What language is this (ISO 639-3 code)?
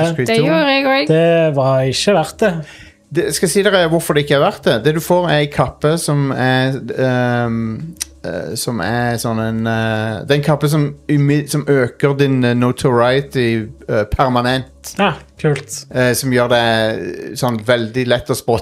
nor